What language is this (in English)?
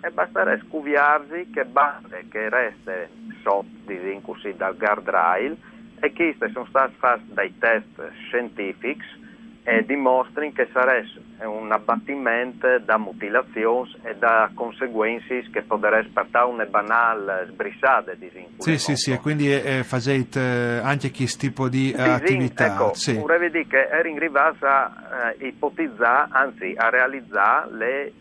Friulian